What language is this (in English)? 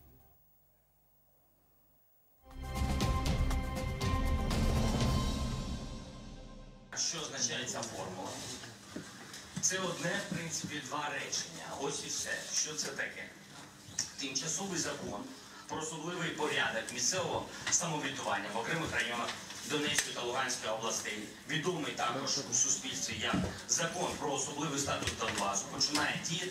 Ukrainian